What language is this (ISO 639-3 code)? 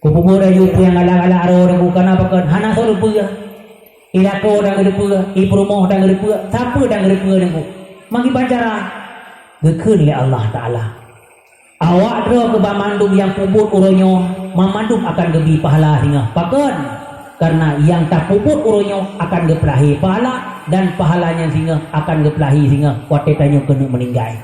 ace